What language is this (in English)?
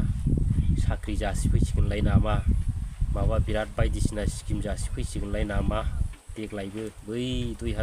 Bodo